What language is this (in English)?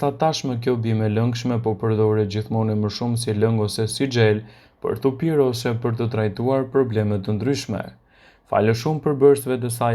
Albanian